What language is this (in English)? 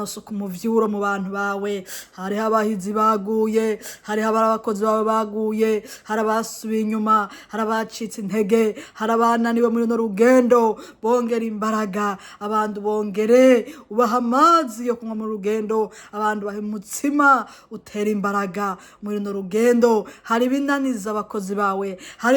Rundi